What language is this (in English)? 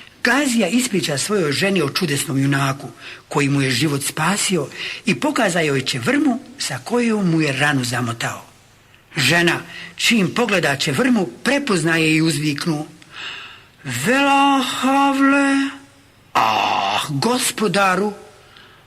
Bosnian